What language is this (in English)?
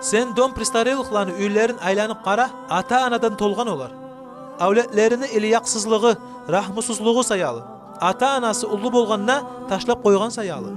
Kumyk